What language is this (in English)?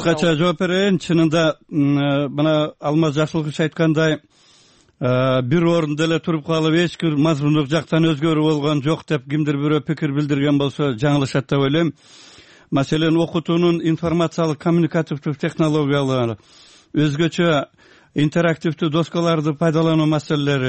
Kyrgyz